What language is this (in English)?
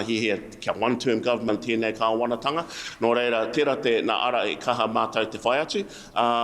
Māori